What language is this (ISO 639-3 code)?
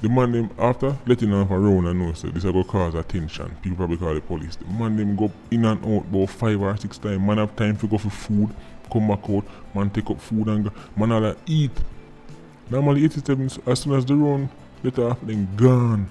jam